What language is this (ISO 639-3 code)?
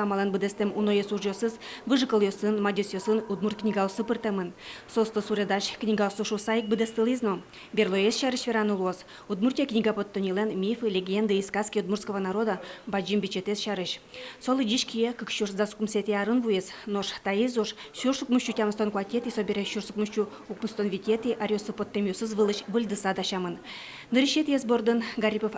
udm